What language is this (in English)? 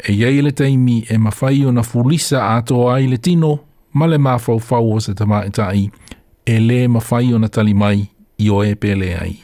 Samoan